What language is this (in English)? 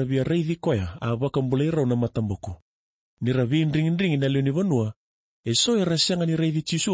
Fijian